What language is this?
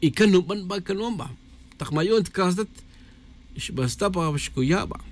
Tz'utujil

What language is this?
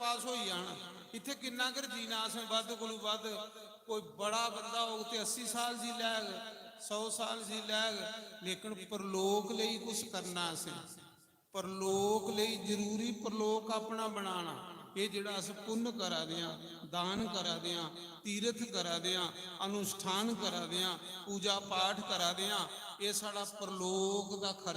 Dogri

